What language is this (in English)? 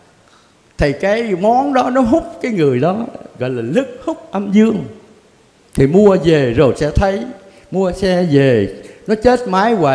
Vietnamese